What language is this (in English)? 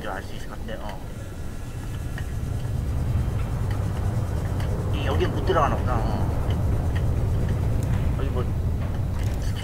Korean